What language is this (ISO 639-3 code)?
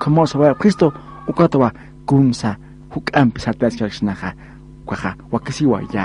aym